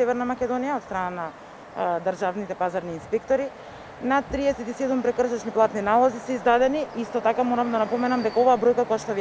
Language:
Macedonian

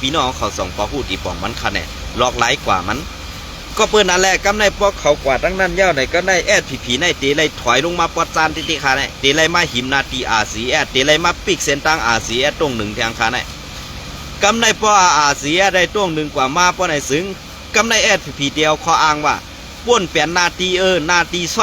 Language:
Shan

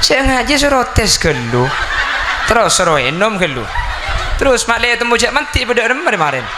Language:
Madurese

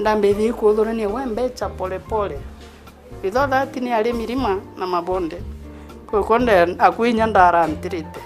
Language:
Meru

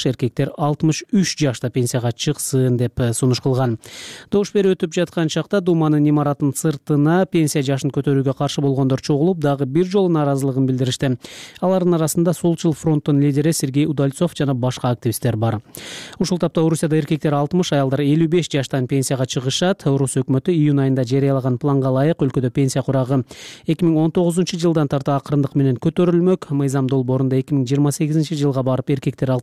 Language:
Kyrgyz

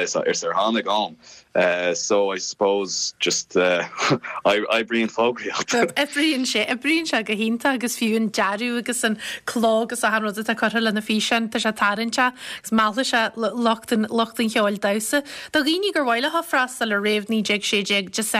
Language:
Irish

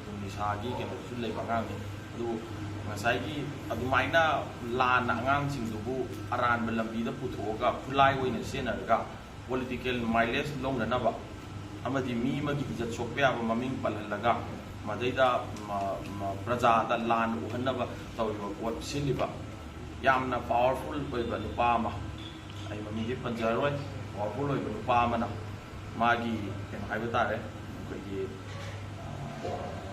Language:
Manipuri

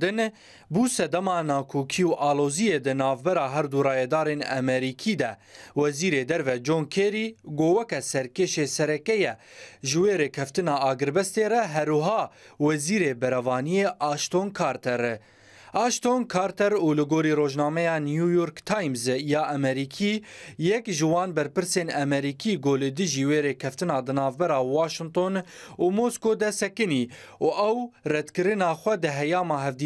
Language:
Kurdish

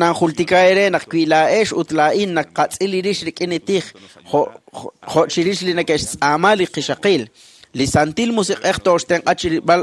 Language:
Kekchí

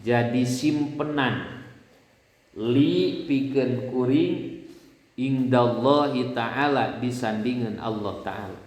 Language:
Sundanese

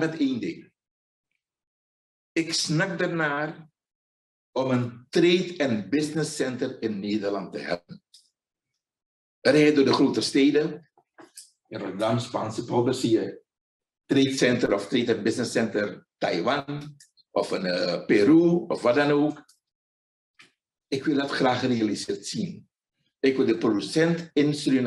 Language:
Dutch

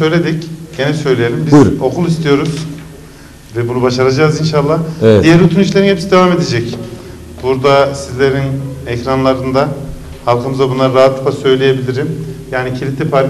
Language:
Turkish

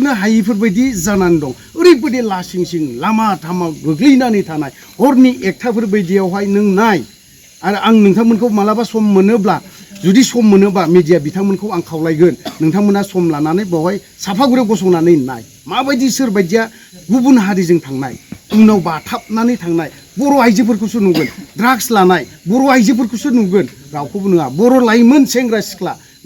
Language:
Bodo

